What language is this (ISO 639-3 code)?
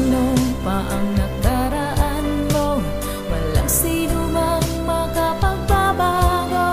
fil